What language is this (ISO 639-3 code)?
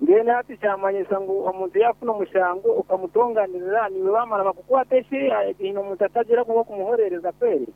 nyo